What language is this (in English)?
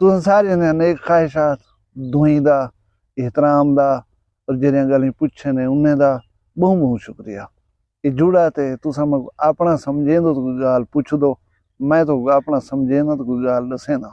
Saraiki